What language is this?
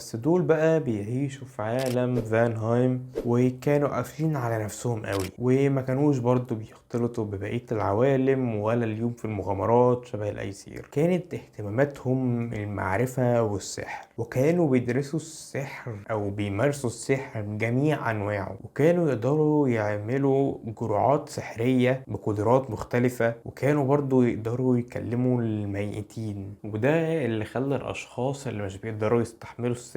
Egyptian Arabic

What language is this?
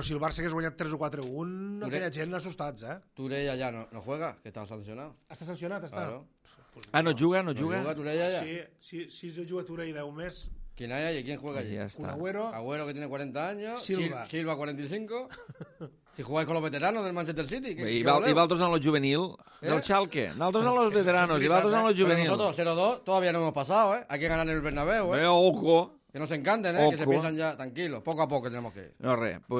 Catalan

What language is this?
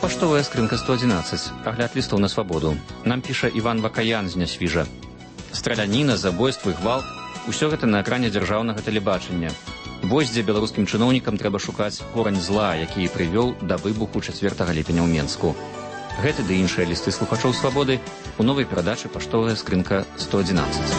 Belarusian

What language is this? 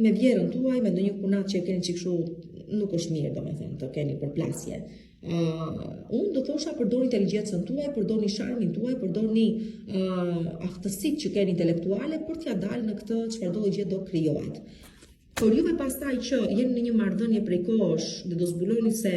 Albanian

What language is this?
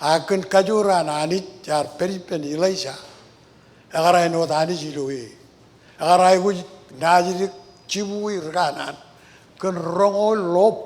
Marshallese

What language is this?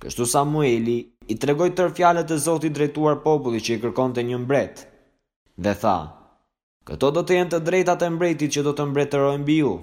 Albanian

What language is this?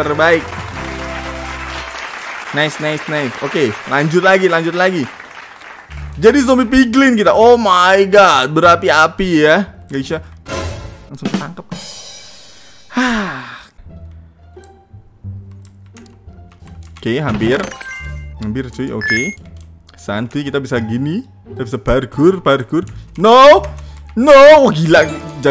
Indonesian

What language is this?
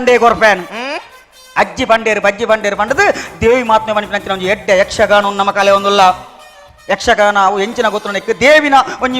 Tulu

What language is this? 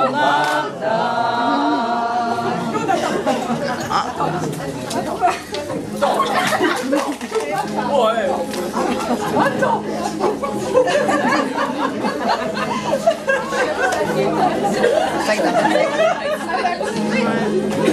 French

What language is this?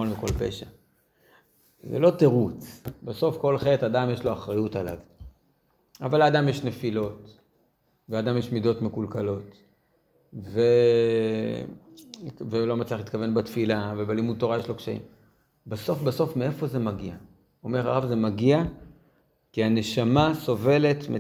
Hebrew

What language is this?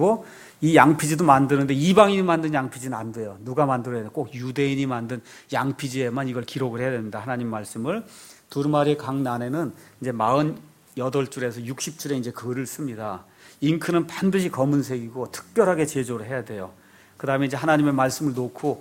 Korean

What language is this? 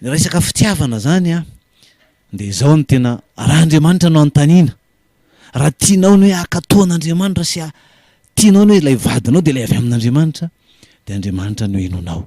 Malagasy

